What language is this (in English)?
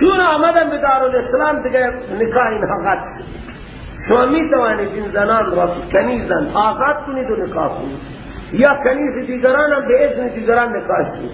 Persian